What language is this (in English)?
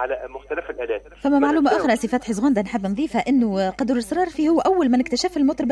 Tunisian Arabic